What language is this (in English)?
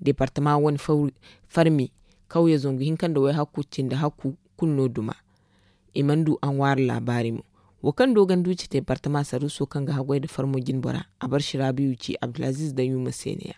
Zarma